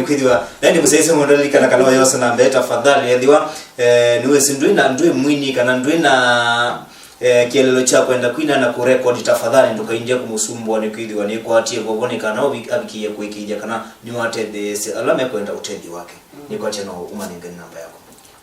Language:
Kamba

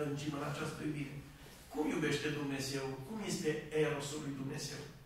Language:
Romanian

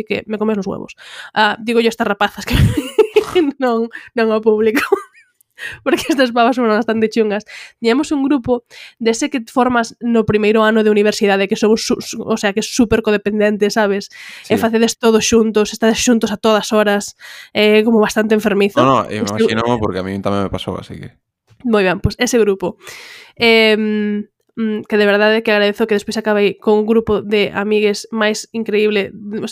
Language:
Galician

